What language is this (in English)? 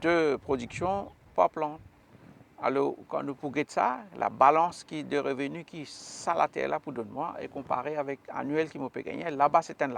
Morisyen